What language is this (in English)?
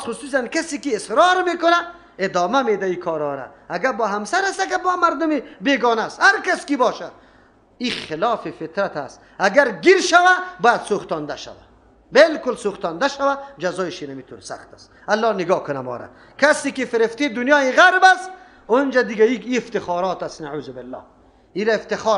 Persian